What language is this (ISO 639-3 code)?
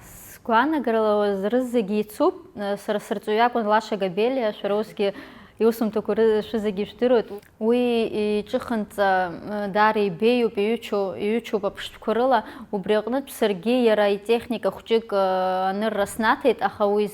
abk